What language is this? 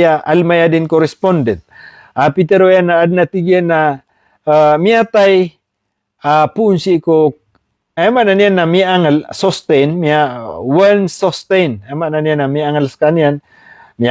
Maranao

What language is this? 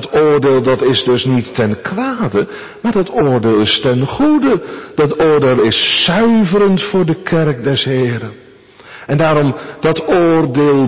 Dutch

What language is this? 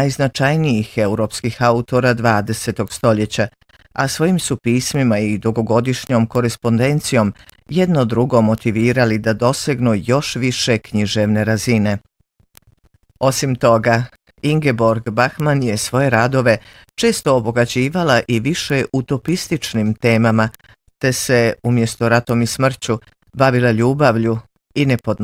Croatian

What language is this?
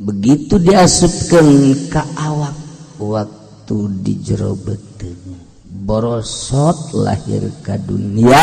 Sundanese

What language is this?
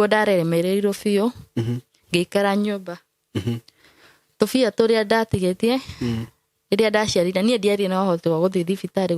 Kikuyu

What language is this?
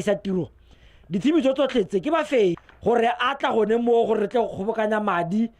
Tswana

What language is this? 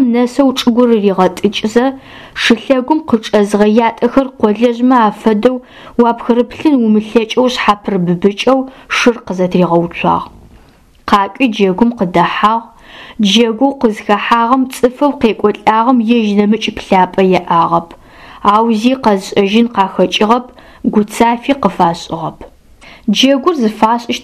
Adyghe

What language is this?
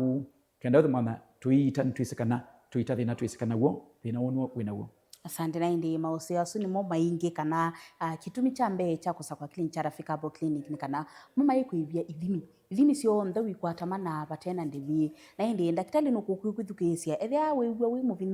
Kamba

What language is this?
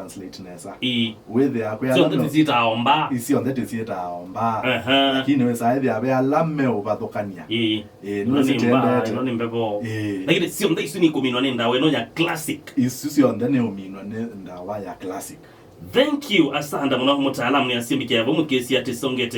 Kamba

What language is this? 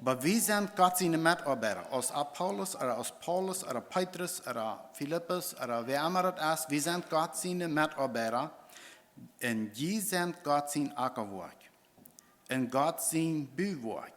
Plautdietsch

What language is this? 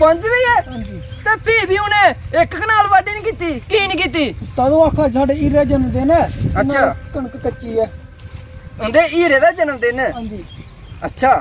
Dogri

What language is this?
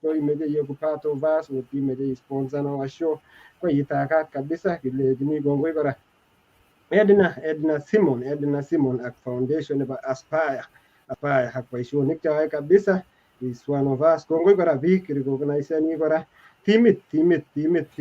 Kalenjin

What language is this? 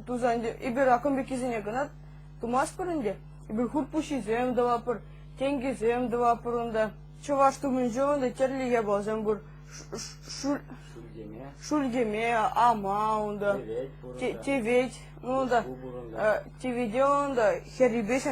Chuvash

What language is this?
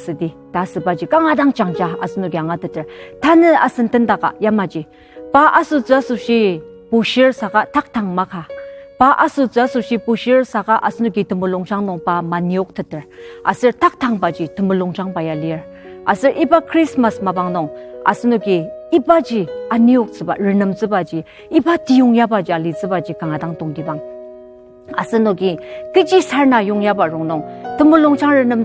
Ao Naga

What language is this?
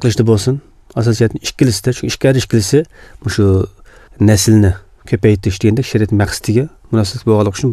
Uyghur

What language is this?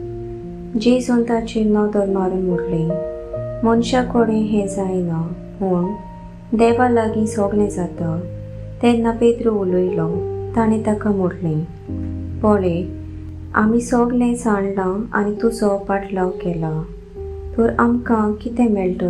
Konkani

